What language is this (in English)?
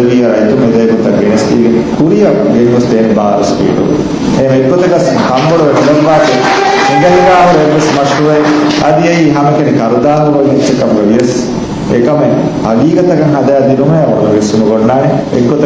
Divehi